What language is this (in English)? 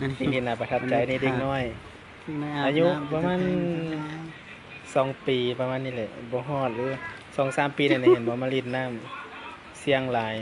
Lao